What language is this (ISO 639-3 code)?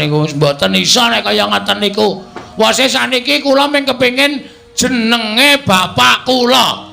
jav